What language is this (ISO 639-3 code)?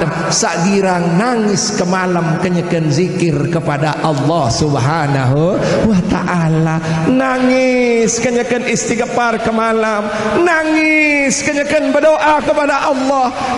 sas